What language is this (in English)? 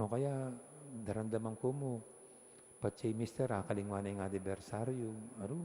Pampanga